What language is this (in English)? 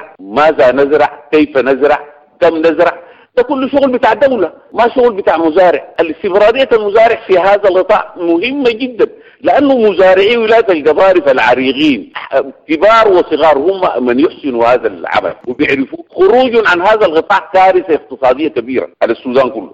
Sudanese Arabic